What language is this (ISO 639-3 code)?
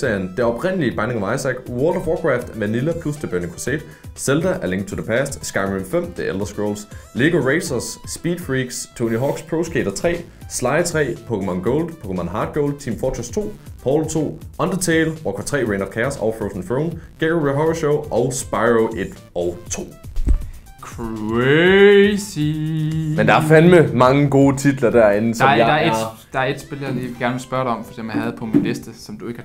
dan